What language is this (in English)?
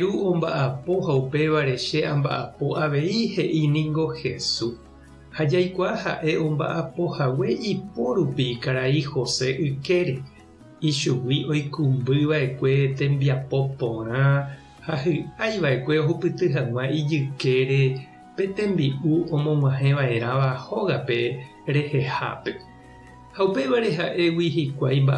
Guarani